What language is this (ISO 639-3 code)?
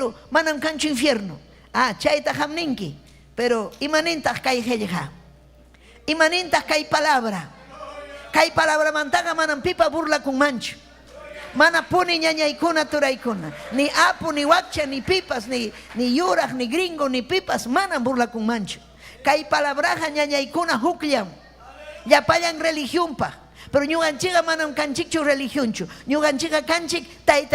quy